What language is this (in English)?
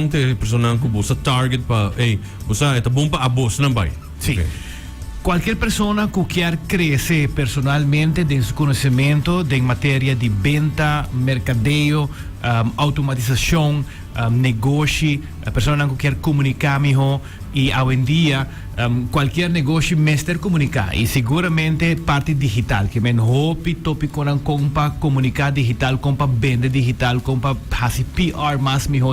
Papiamento